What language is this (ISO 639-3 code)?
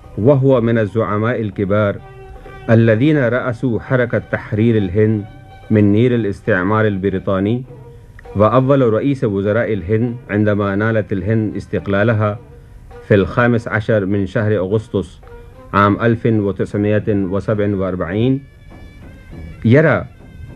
urd